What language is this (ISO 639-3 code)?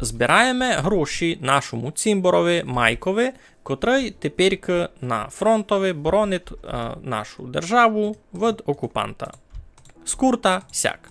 rue